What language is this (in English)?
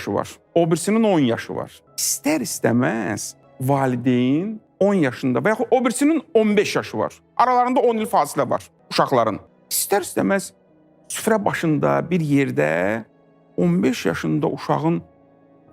Azerbaijani